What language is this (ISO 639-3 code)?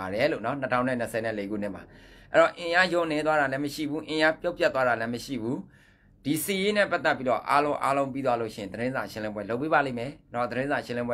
mya